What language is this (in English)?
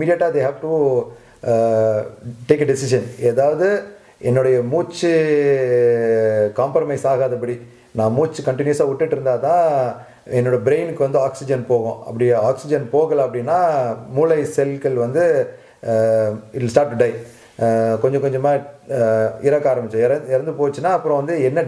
Tamil